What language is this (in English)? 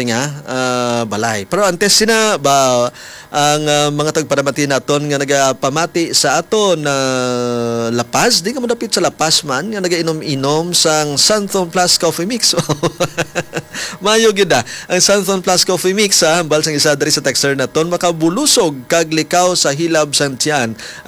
Hiligaynon